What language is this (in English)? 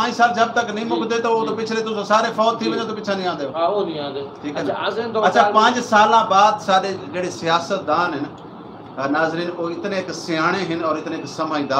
Saraiki